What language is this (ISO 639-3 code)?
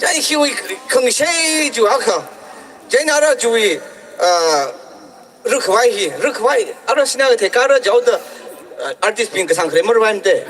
nmf